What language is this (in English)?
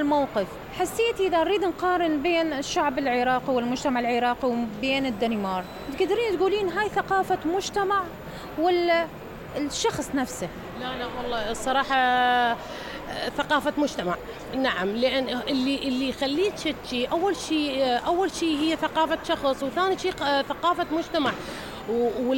Mesopotamian Arabic